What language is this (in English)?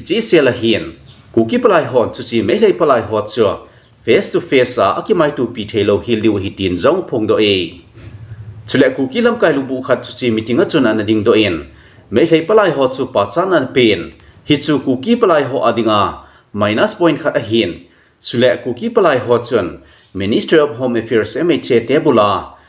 Thado Chin